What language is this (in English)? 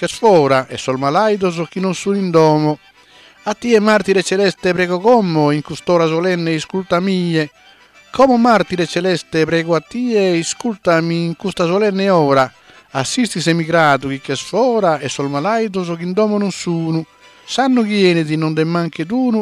Sardinian